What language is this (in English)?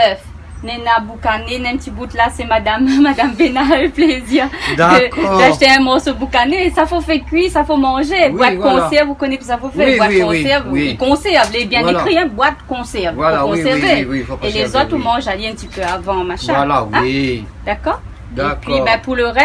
Réunion Creole French